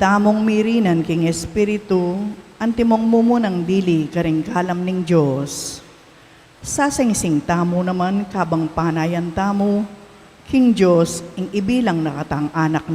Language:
Pampanga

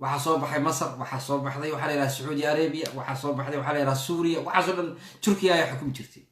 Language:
Somali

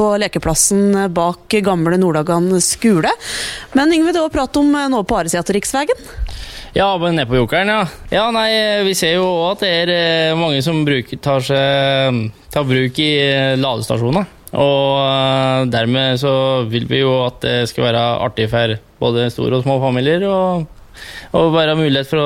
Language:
Norwegian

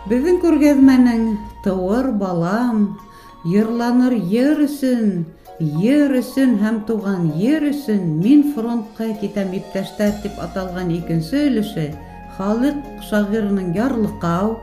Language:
Bashkir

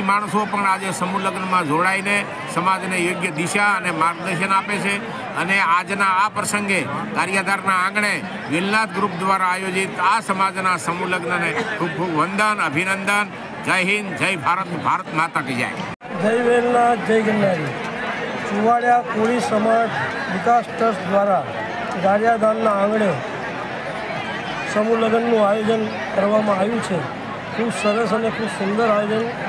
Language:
Gujarati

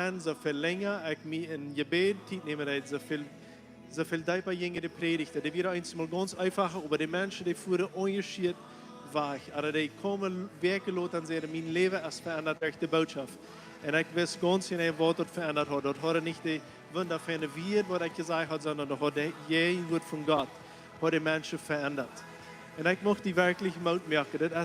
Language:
Plautdietsch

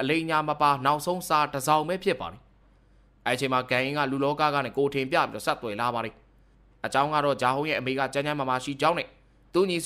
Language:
Burmese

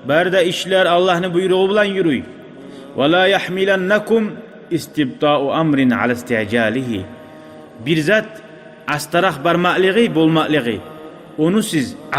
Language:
Kumyk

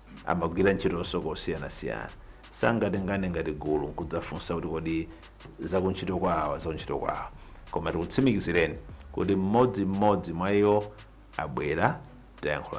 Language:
Nyanja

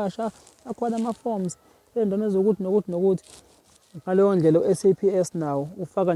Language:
Zulu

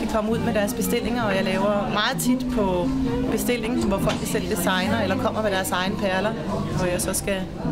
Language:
Danish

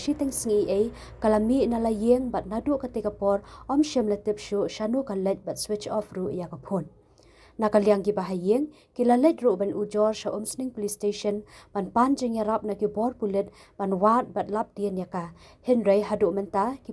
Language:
Khasi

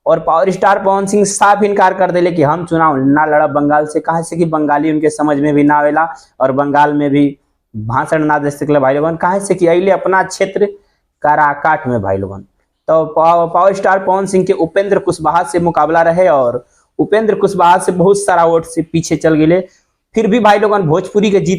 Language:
Bhojpuri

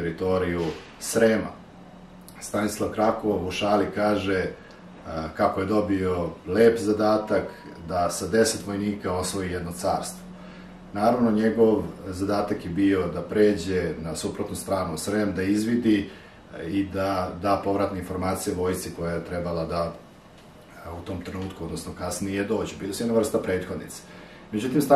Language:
Serbian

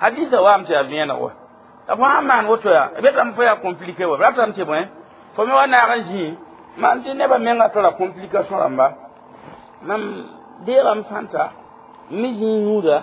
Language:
Mossi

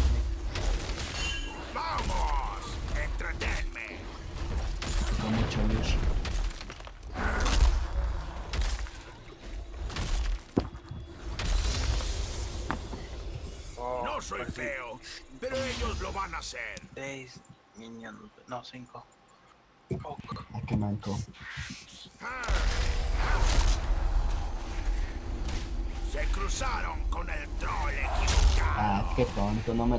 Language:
Spanish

